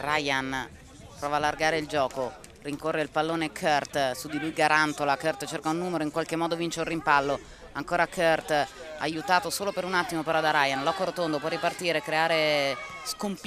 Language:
Italian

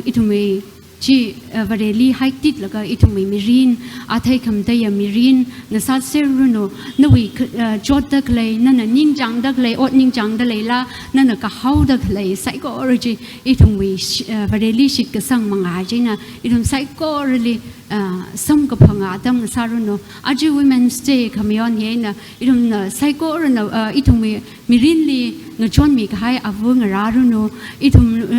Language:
Tangkhul Naga (India)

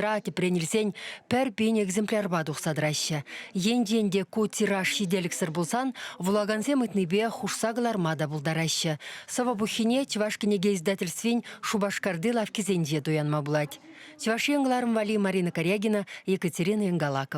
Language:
Chuvash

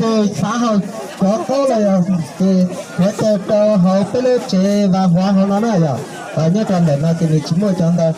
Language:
Hmong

